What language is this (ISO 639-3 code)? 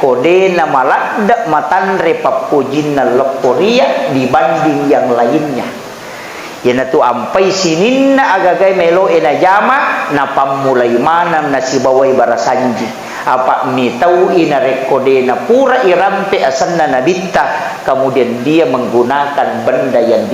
bug